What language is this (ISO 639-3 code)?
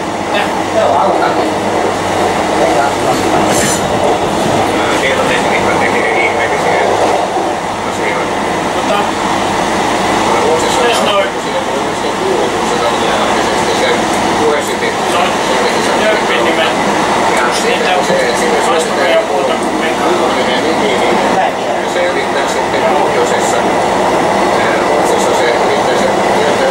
fin